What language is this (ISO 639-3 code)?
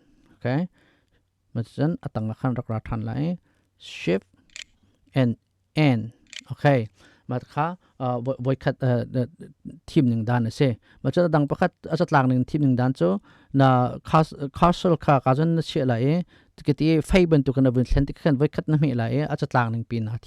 cnh